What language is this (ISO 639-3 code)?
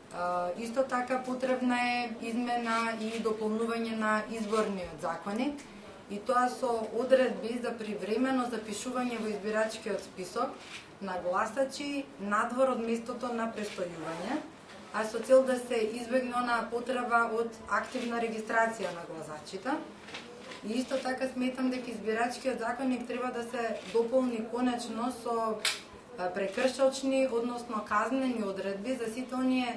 mkd